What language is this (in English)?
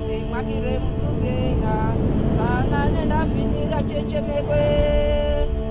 Swahili